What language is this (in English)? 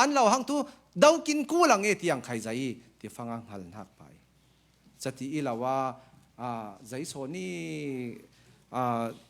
Falam Chin